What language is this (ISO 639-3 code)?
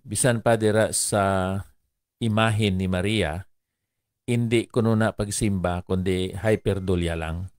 hil